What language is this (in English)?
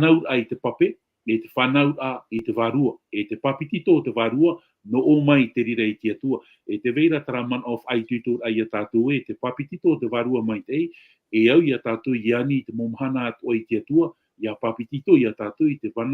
Tahitian